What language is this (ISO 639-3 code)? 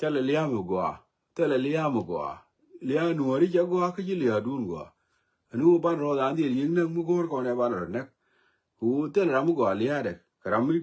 nus